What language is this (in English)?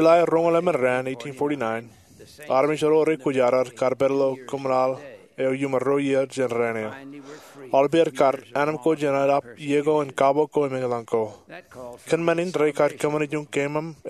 Marshallese